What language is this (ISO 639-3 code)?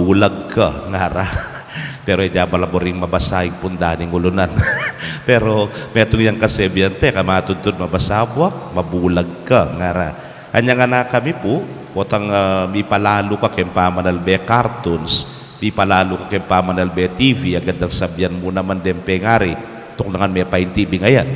pam